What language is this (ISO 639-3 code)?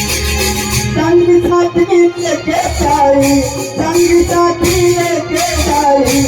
hne